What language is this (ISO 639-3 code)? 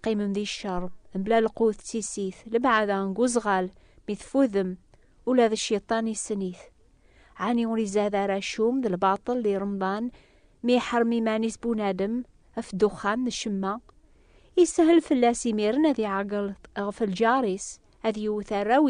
kab